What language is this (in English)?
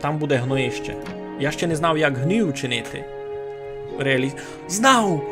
Rusyn